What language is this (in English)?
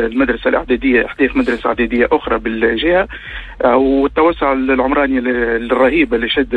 Tunisian Arabic